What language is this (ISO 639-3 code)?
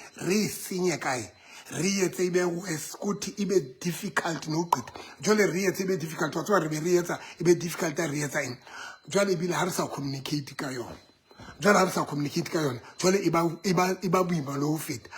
sot